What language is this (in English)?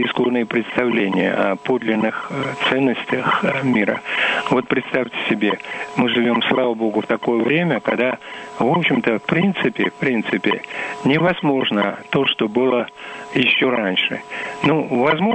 Russian